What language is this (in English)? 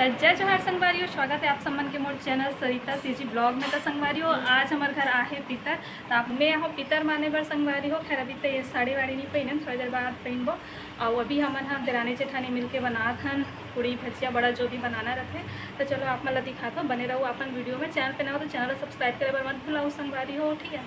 Chhattisgarhi